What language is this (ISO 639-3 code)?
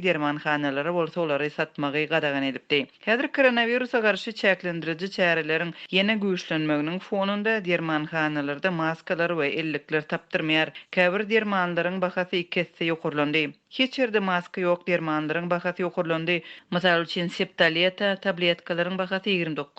tuk